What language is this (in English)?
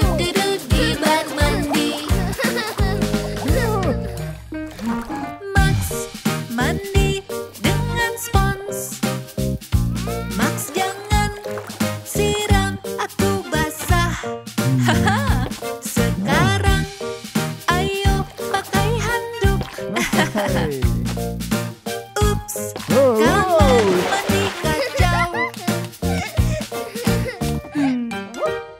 Indonesian